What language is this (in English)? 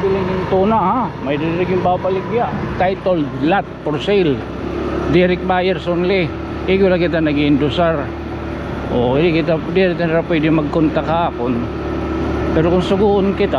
Waray